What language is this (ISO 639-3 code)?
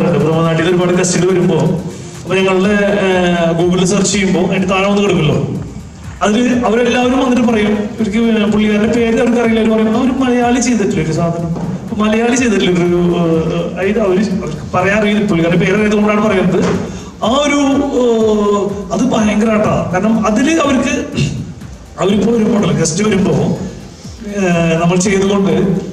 mal